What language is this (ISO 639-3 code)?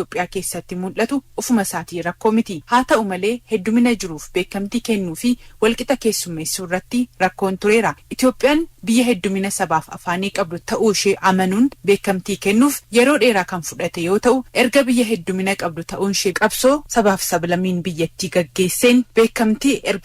orm